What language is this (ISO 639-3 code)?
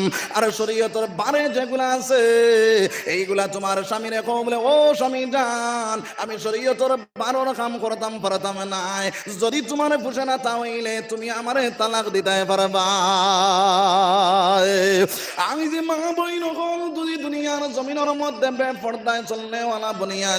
syl